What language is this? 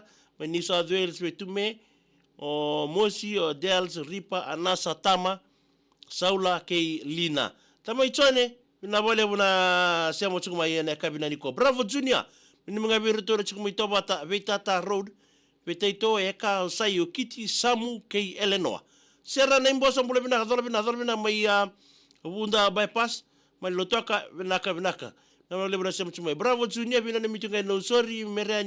Fijian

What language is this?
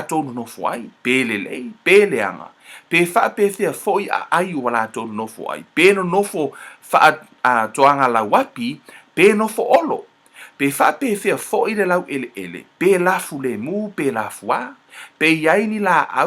Samoan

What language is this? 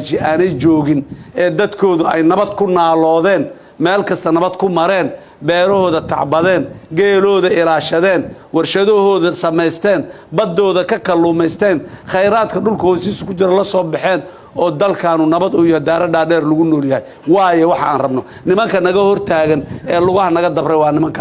Somali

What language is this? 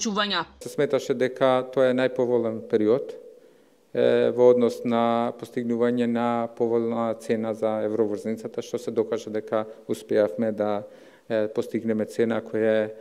Macedonian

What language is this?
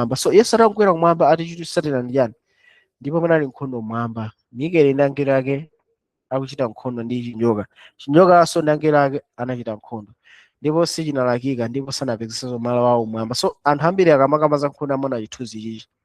Nyanja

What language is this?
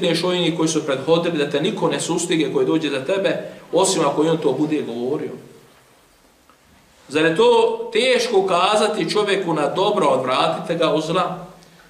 Bosnian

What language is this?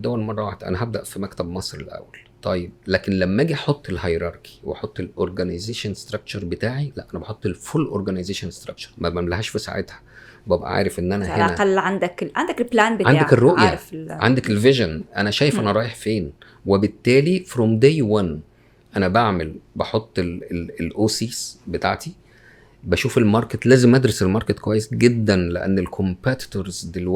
Egyptian Arabic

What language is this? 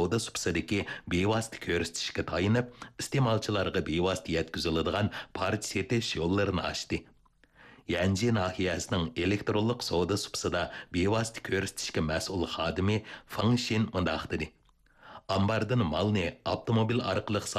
Uyghur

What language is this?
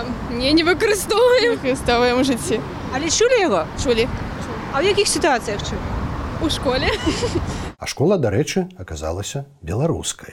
Belarusian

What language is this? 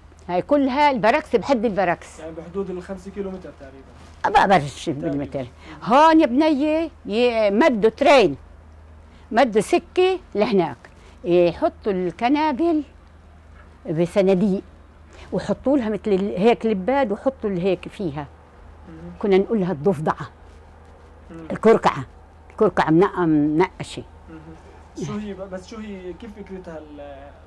South Levantine Arabic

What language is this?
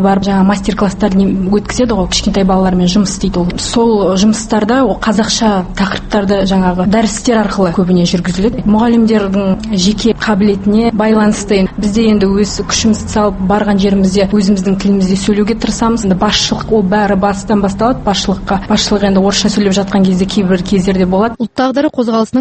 Kazakh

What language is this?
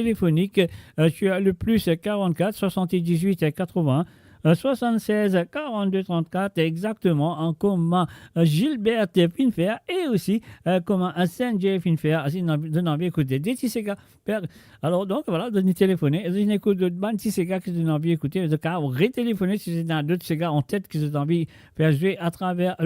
Morisyen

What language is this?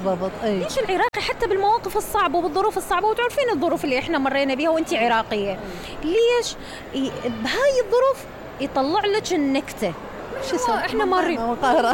Mesopotamian Arabic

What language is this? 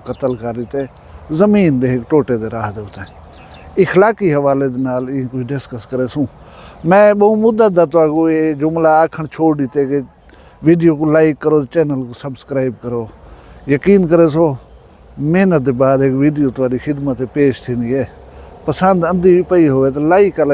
Saraiki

